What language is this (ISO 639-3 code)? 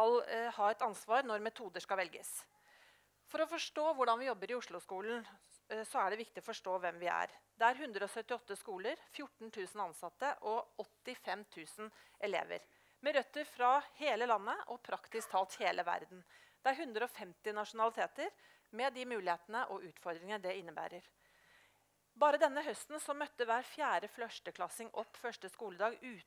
nor